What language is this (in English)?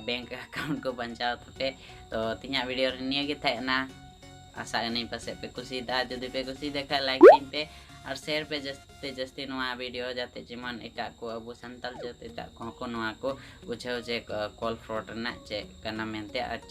Santali